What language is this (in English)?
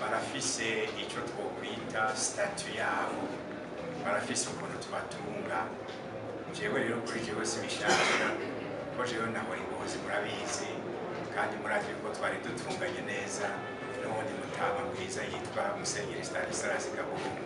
Rundi